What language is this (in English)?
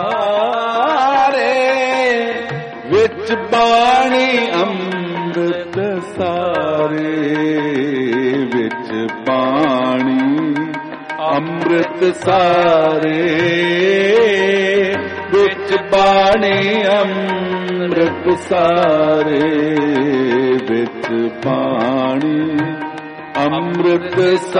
Punjabi